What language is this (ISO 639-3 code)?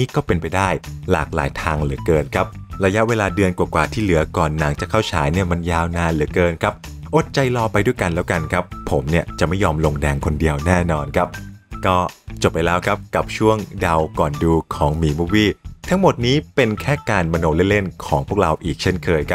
tha